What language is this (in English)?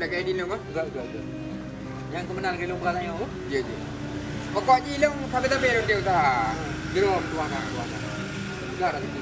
Achinese